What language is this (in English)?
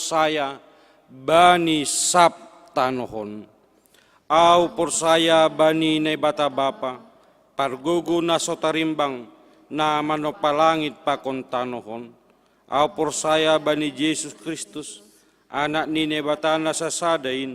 Batak Simalungun